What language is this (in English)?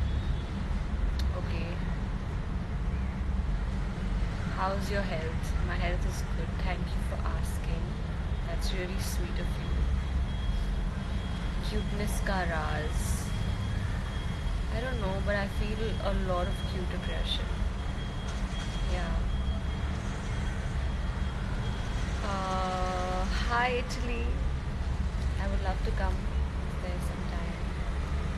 English